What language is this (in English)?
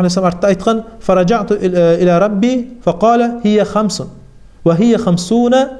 Kumyk